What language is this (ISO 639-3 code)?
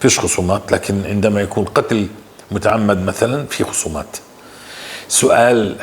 apc